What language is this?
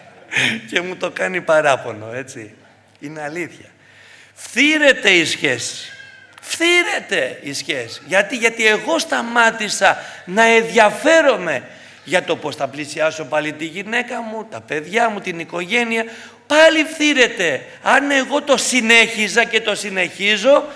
Greek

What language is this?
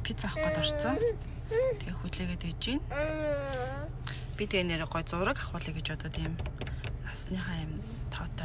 Mongolian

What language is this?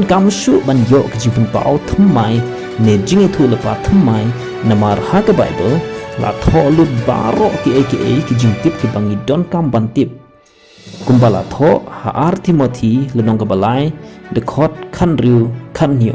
Khasi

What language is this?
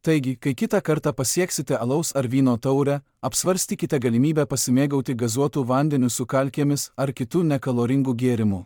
Lithuanian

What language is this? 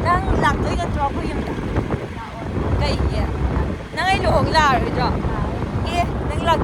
Manipuri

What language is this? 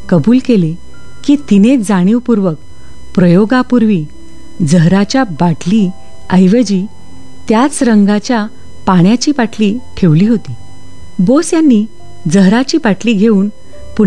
Marathi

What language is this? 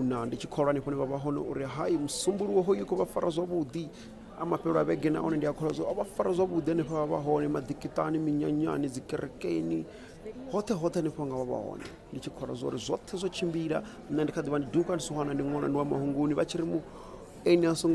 Venda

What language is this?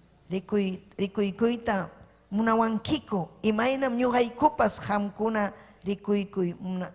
Ayacucho Quechua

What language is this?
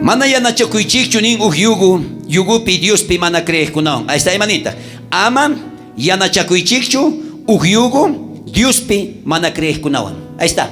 South Bolivian Quechua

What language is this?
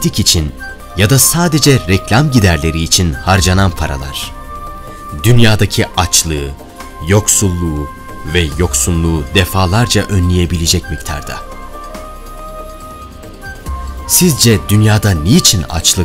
Turkish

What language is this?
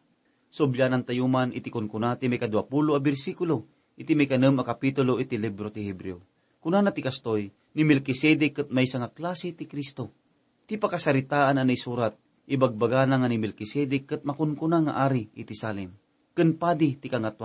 Iloko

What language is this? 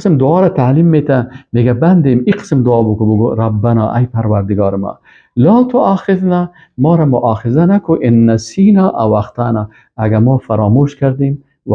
Persian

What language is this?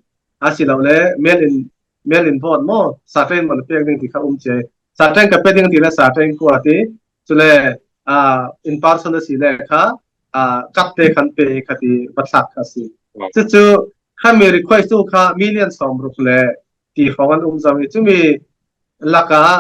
Falam Chin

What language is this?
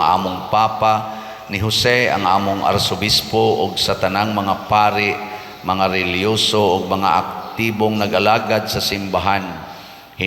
Cebuano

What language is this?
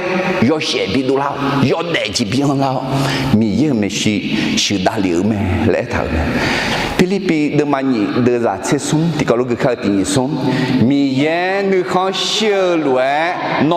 Akha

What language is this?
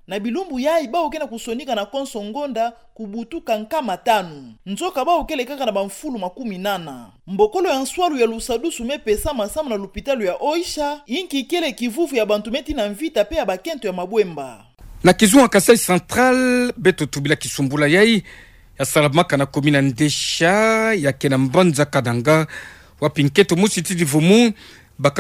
Kituba (Democratic Republic of Congo)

